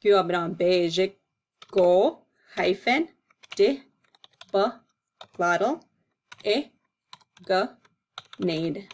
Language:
Chippewa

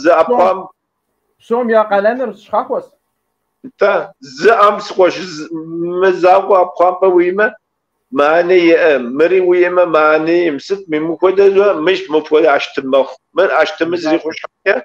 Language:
Kabardian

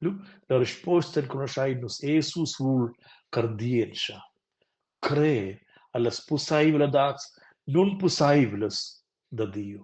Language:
Romansh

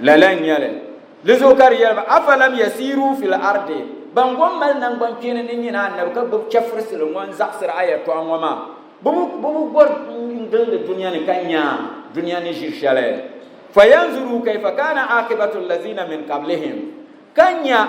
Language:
Dagbani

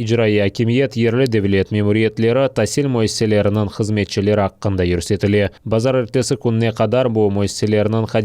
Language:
Crimean Tatar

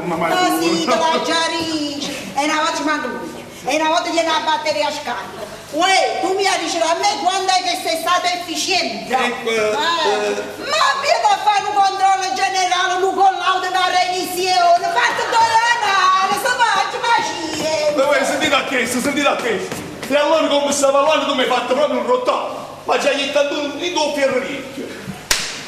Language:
Neapolitan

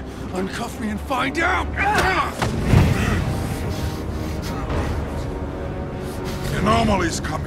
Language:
English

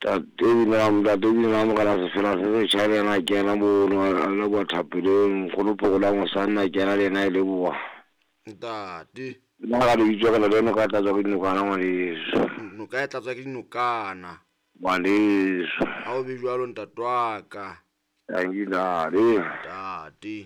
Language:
Southern Sotho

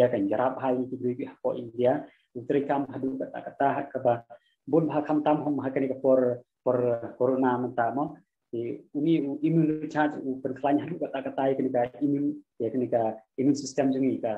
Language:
Khasi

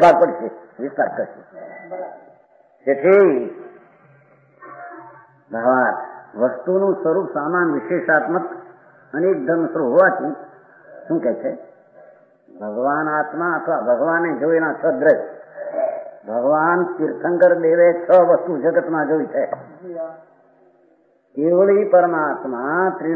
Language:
Gujarati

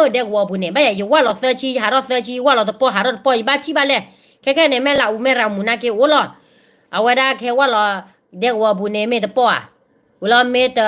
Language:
S'gaw Karen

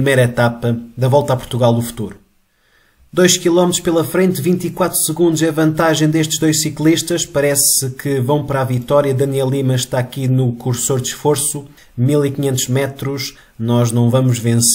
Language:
Portuguese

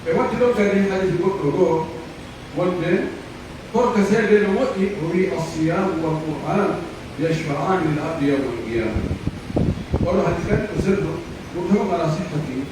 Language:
Pular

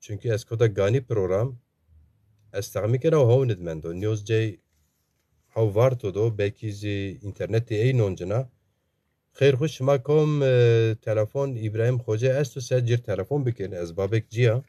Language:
Zaza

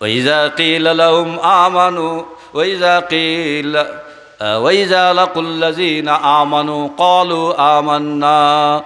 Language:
Sylheti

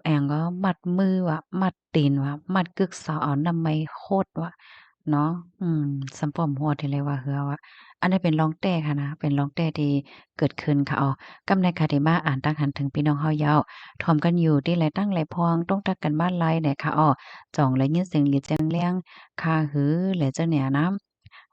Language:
Shan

